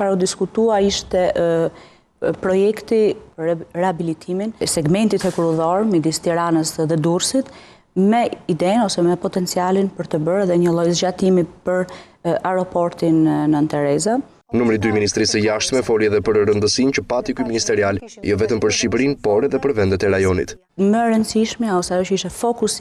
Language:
Albanian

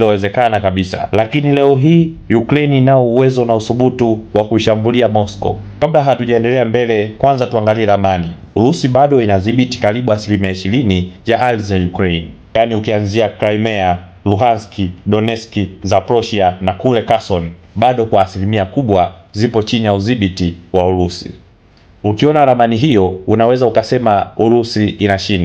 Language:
Swahili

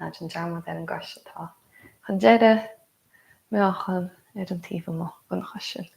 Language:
Irish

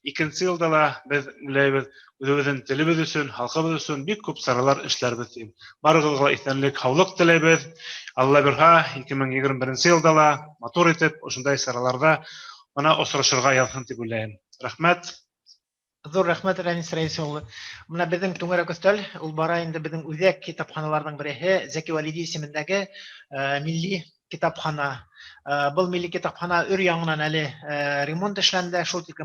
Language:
Bashkir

